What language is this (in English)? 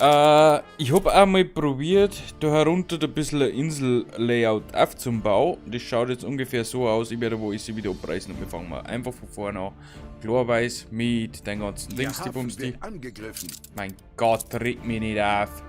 Bavarian